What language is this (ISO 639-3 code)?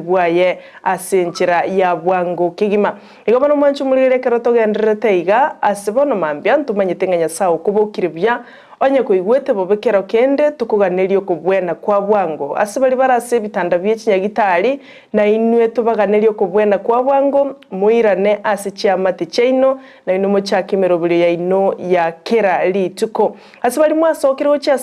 guz